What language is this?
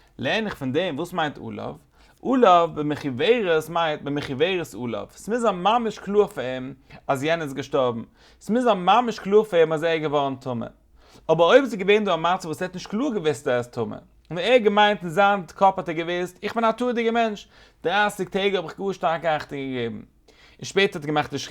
Yiddish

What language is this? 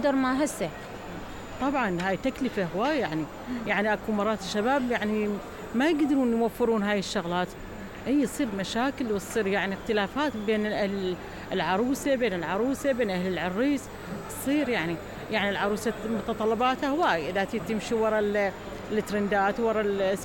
Mesopotamian Arabic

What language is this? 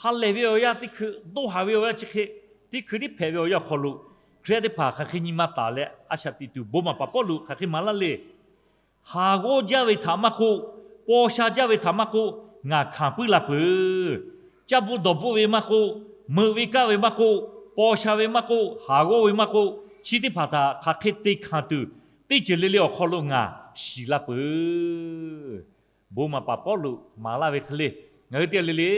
Lahu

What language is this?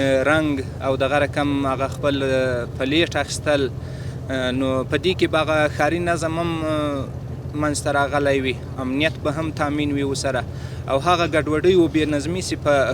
Pashto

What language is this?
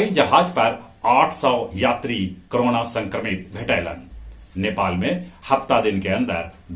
Magahi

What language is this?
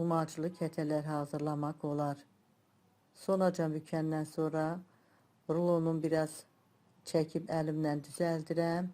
Azerbaijani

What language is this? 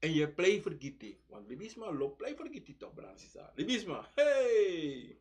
Sranan Tongo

